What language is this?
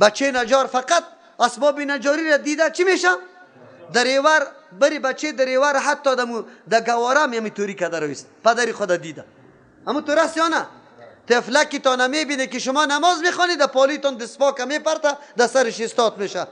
Persian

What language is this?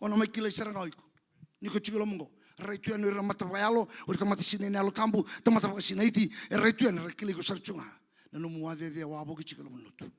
Fijian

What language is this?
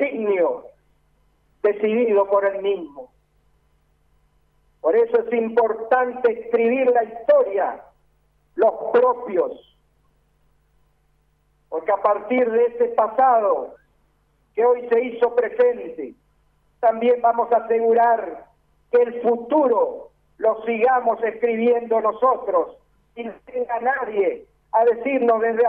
Spanish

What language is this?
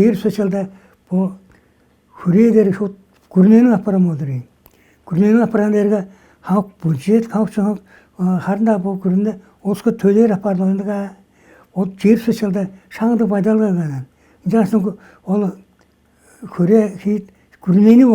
Tuvinian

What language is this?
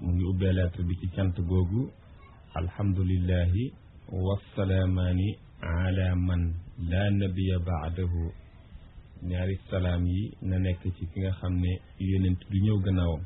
Wolof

